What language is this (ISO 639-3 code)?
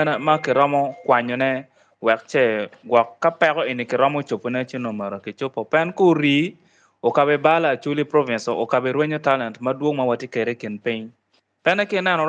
ach